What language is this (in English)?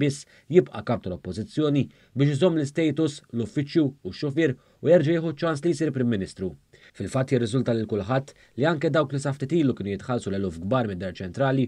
Maltese